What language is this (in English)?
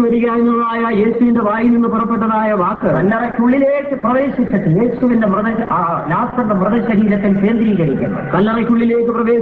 Malayalam